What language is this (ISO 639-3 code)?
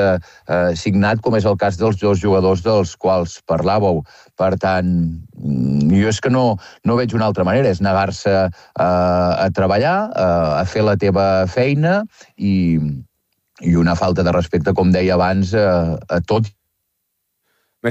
cat